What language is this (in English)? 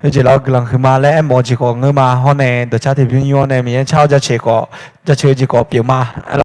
Akha